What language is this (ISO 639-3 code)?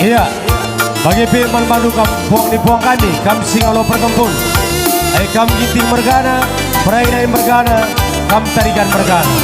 btx